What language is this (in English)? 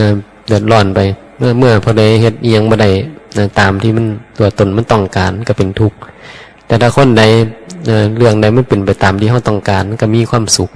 Northeastern Thai